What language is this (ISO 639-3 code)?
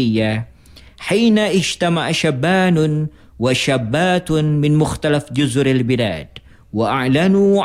ara